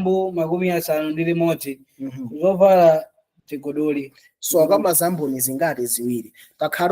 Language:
Nyanja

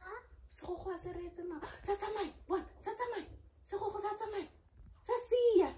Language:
Tswana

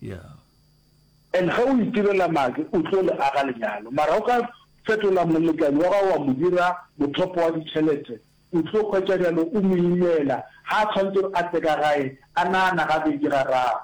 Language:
Northern Sotho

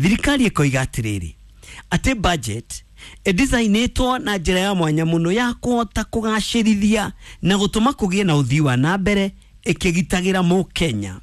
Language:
Kikuyu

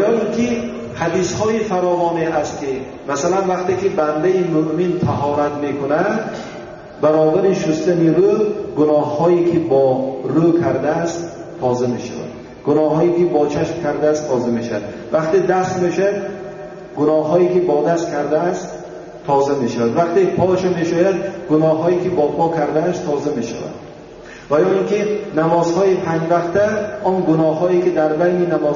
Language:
Tajik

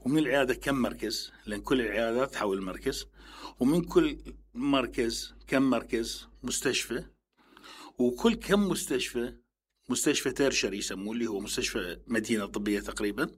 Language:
Mesopotamian Arabic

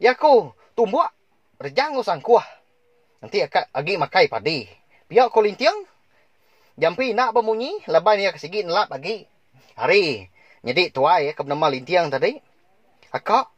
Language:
Iban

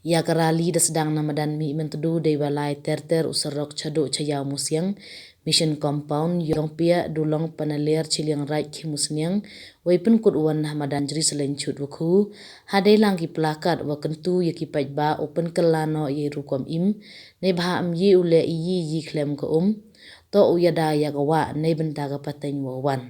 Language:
Pnar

